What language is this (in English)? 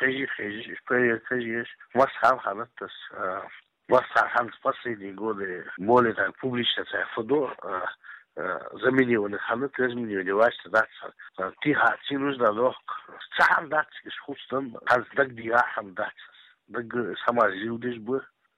Chechen